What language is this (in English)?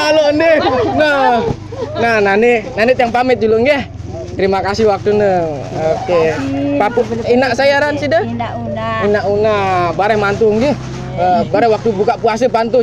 Sasak